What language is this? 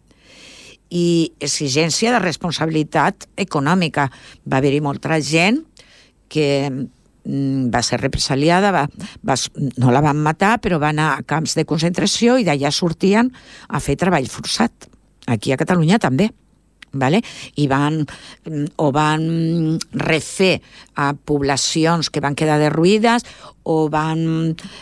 Catalan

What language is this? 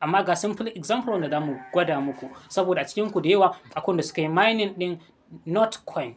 Hausa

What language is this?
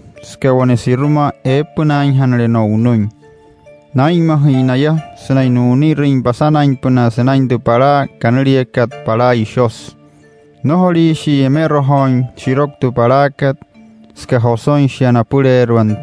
Wayuu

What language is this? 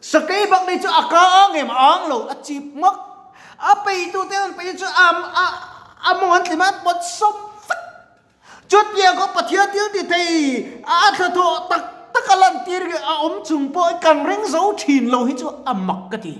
Mizo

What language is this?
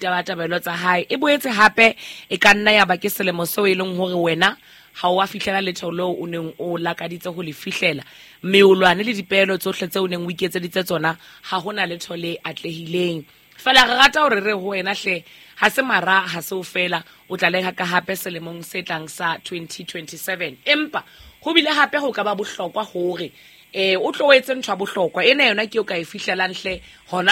Southern Sotho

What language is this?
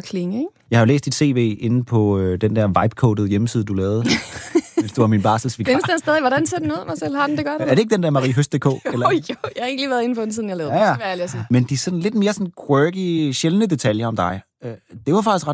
Danish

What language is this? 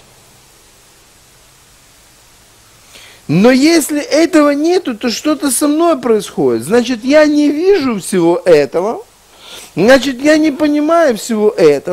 Russian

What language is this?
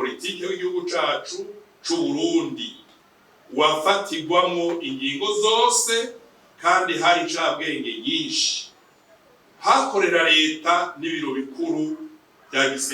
Rundi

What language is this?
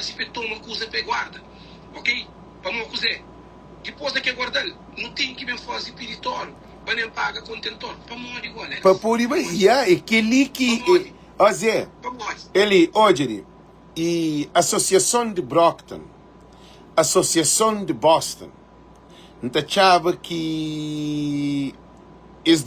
Kabuverdianu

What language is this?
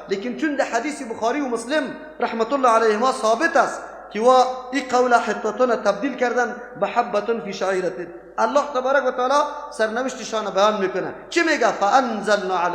Persian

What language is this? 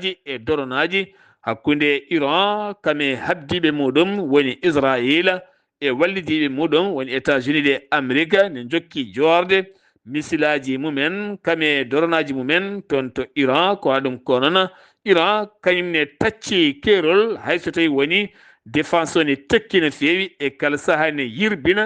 Fula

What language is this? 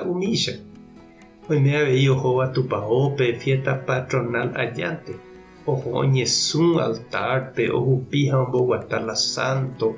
Guarani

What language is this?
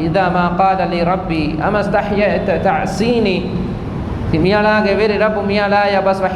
Divehi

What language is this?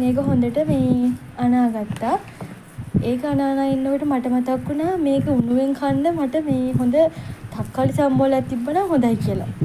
Sinhala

